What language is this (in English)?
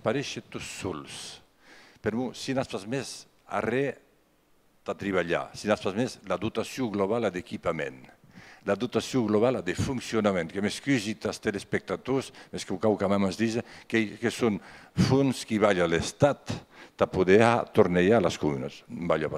Occitan